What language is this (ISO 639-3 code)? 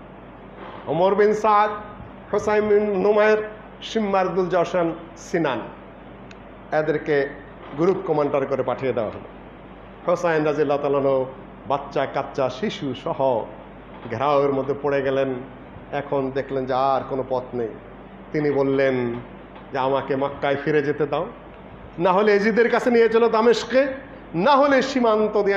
ben